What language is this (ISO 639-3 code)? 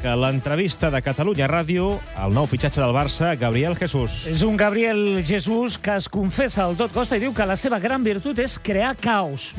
cat